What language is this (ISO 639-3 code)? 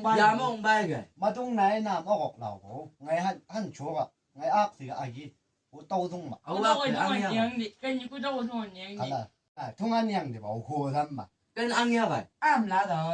nbc